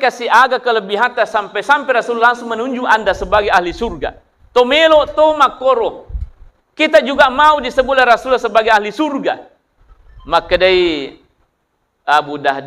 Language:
Buginese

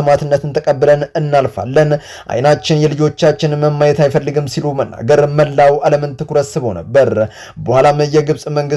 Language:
Amharic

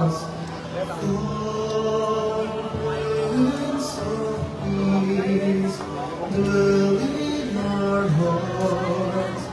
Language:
Pampanga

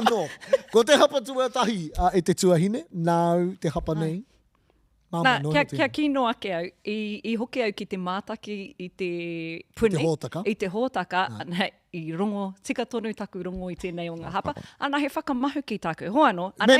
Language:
Māori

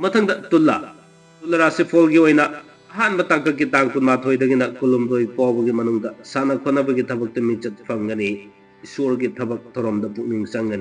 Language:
Manipuri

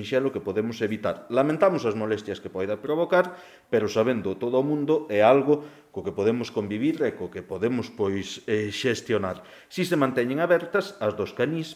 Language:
Galician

